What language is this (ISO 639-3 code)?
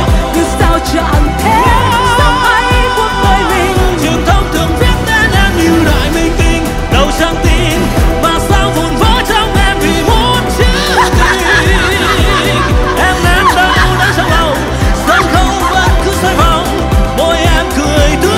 vie